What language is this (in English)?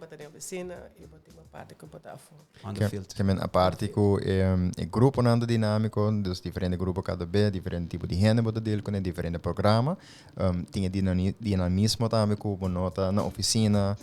Papiamento